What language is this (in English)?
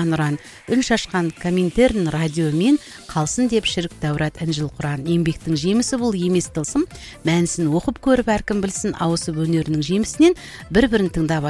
Kazakh